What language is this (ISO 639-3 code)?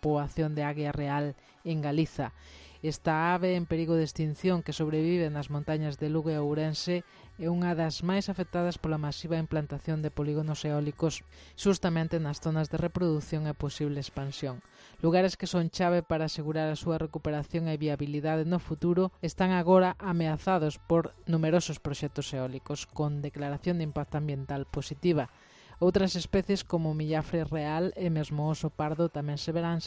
glg